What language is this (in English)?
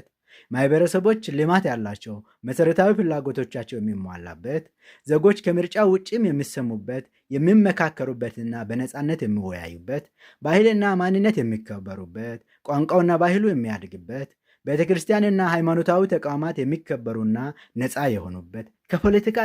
Amharic